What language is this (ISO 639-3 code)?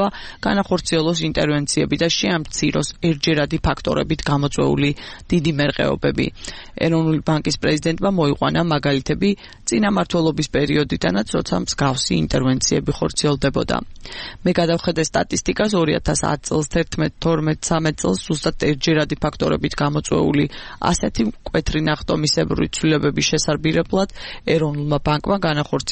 kat